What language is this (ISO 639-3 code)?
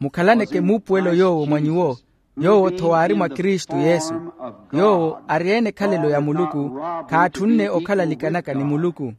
vmw